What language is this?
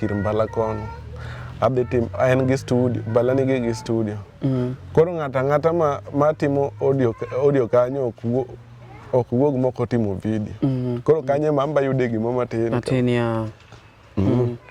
Luo (Kenya and Tanzania)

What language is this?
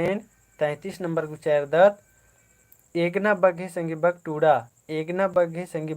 Kurukh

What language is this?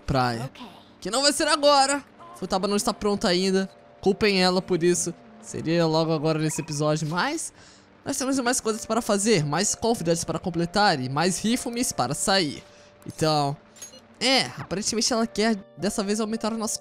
Portuguese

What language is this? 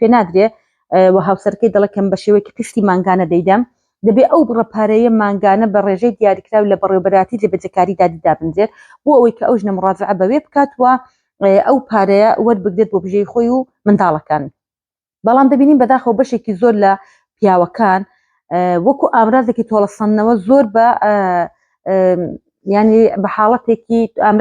Central Kurdish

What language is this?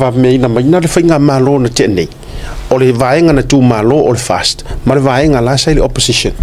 Samoan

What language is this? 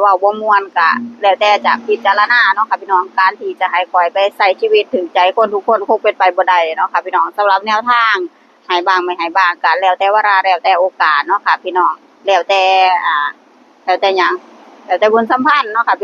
Northeastern Thai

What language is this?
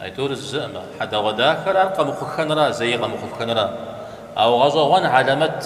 Kabardian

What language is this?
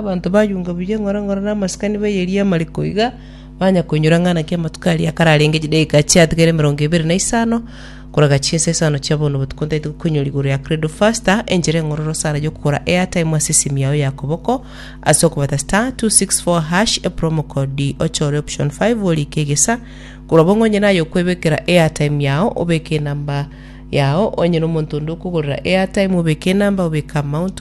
Gusii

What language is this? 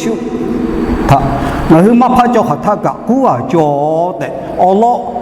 Lahu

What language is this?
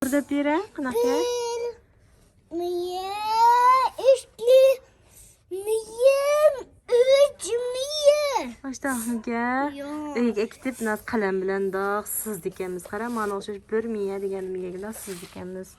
Uyghur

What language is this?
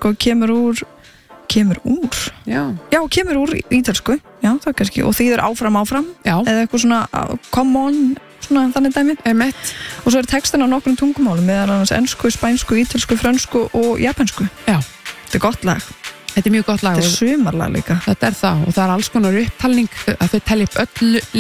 Icelandic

